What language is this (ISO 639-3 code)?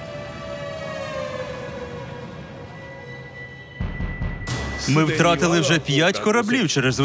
ukr